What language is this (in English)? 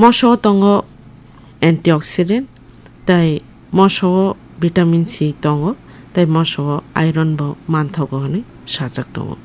Kok Borok